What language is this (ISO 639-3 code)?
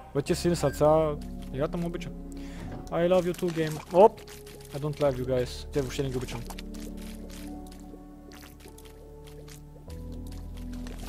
bul